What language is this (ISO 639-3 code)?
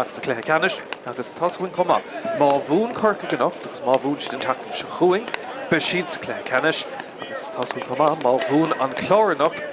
gle